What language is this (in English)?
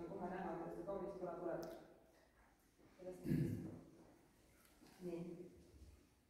Estonian